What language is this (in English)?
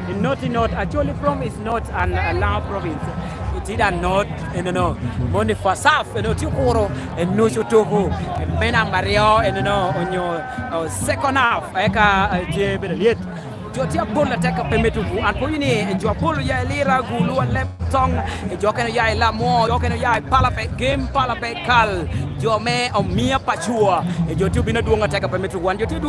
Lango (Uganda)